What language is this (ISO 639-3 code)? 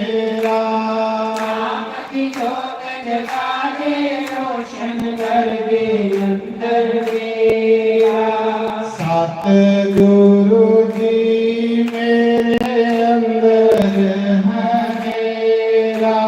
doi